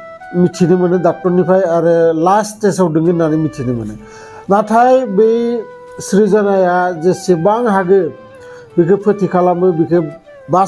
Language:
Bodo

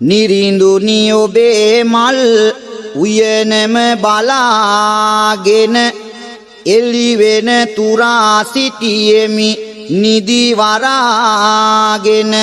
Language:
Sinhala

